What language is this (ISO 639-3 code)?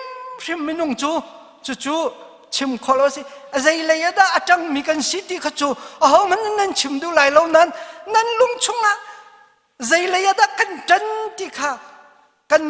cnh